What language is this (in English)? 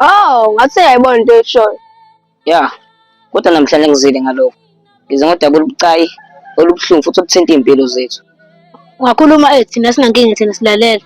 Zulu